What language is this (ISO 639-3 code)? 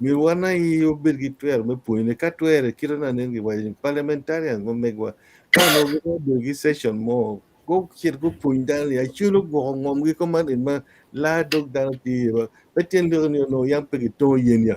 ach